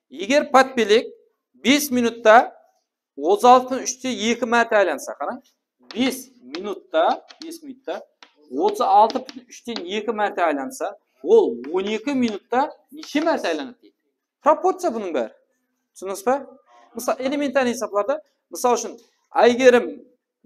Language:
Kara-Kalpak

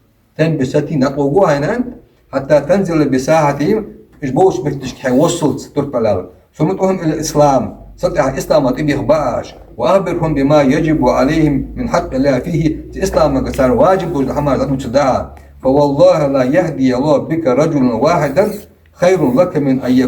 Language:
Ingush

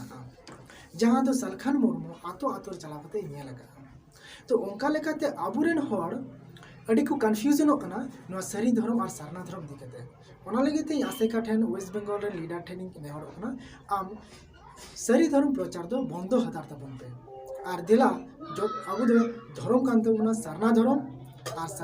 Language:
Santali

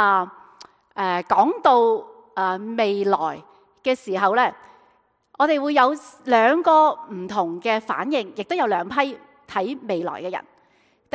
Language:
Cantonese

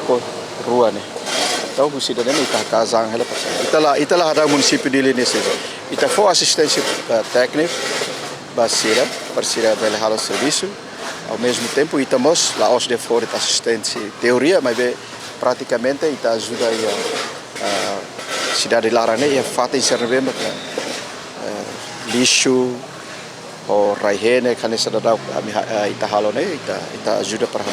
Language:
Tetum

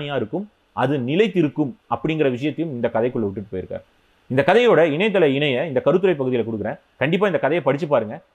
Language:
Tamil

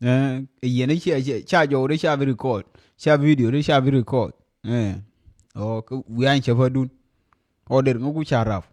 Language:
Nuer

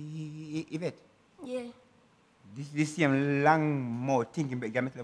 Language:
Jamaican Creole English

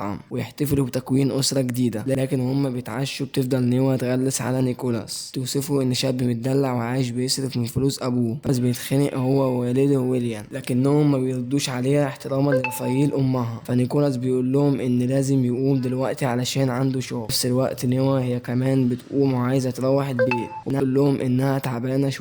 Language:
Egyptian Arabic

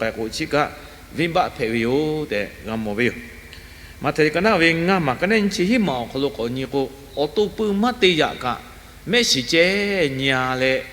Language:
Lahu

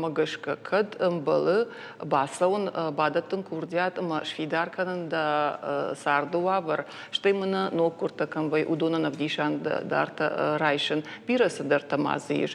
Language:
Ossetic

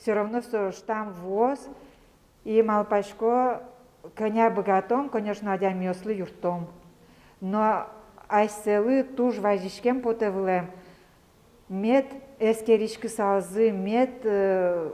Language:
Udmurt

